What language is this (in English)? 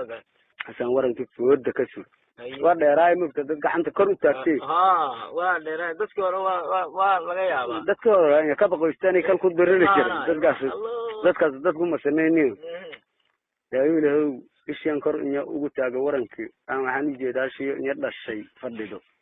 Somali